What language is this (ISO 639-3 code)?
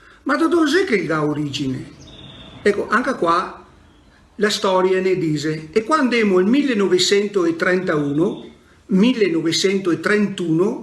vec